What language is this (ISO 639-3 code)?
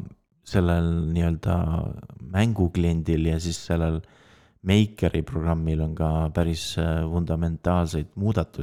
est